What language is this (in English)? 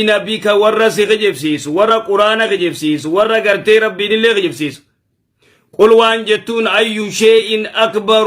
Oromo